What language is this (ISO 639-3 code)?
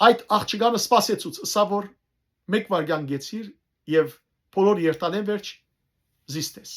hyw